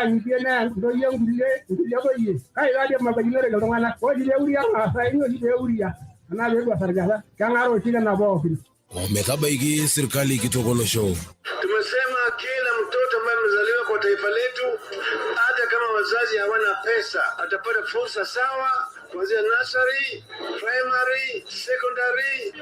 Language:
Masai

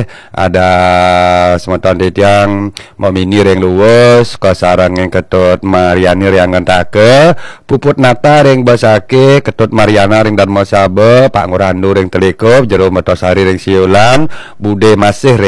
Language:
Balinese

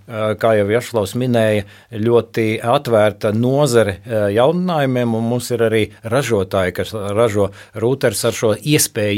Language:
Latvian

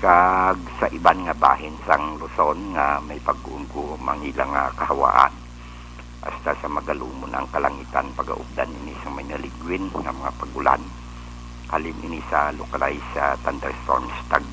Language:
Hiligaynon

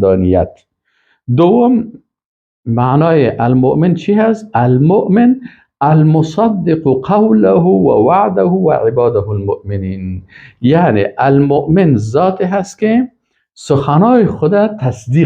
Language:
Persian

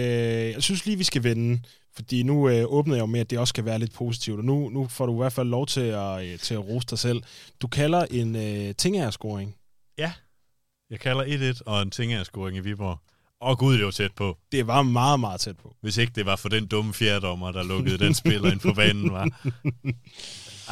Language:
Danish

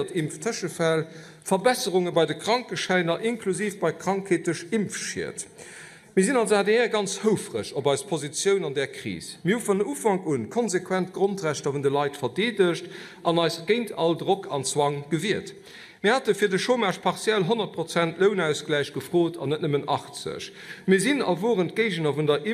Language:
Luxembourgish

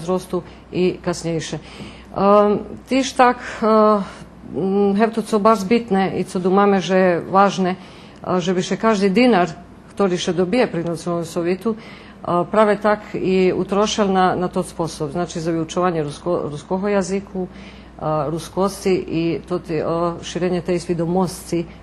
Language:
Rusyn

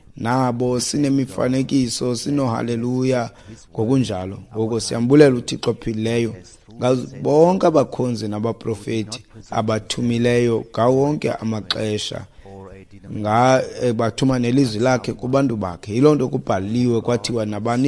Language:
Xhosa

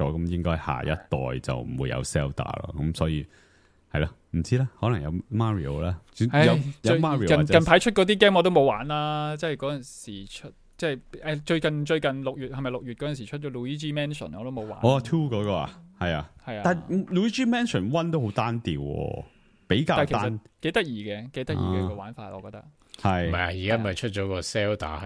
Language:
Cantonese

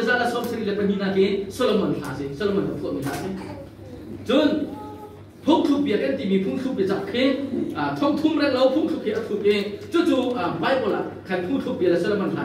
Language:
Hakha Chin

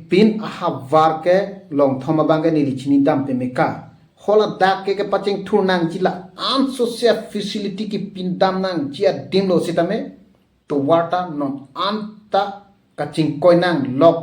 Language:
Karbi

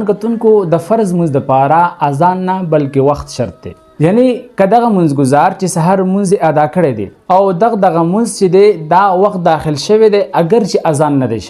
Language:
Pashto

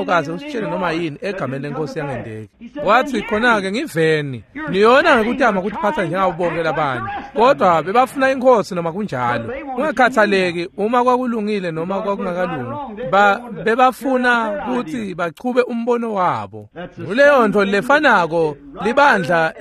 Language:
Swati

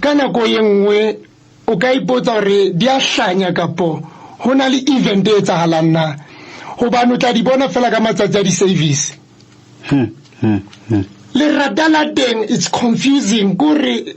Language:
Southern Sotho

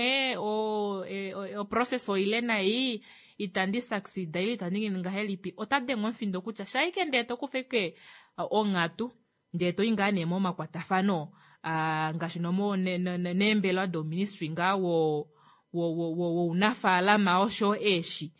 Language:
Kuanyama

